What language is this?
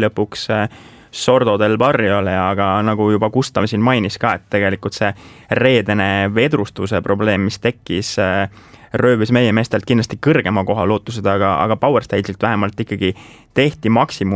Estonian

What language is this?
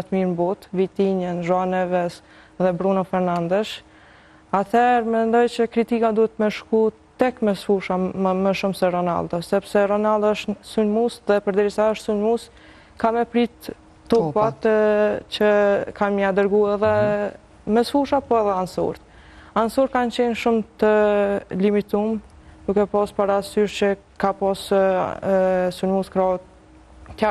Albanian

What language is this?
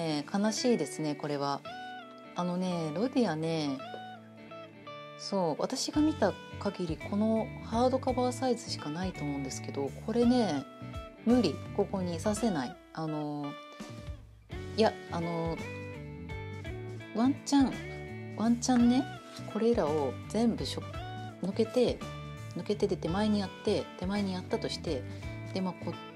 Japanese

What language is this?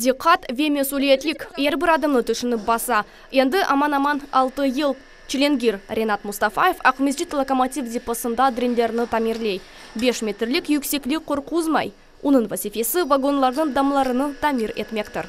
Crimean Tatar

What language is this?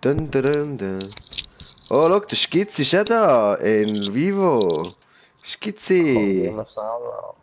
Swiss German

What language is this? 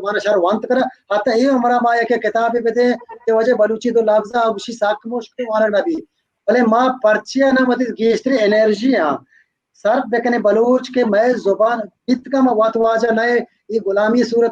Baluchi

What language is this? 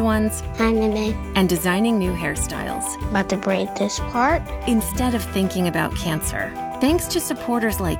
English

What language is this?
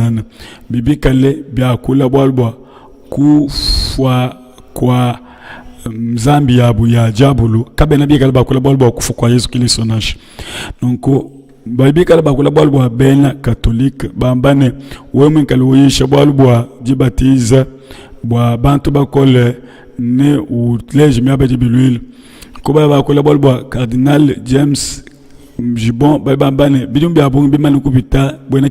Luba-Lulua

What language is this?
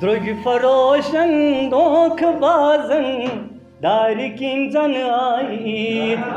Kashmiri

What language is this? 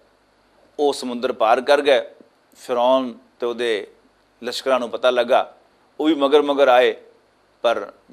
Western Panjabi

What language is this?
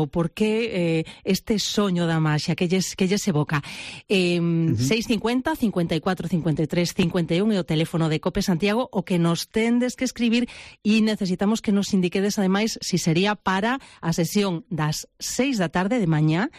Galician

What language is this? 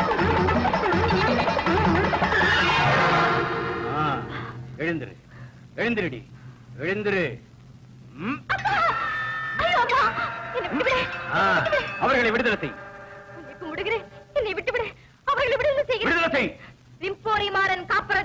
Tamil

